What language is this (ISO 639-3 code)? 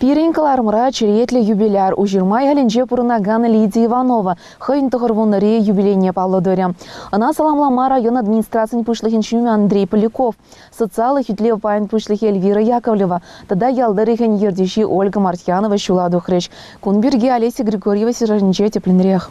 chv